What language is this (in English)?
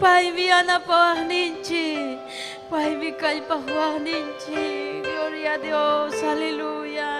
Ayacucho Quechua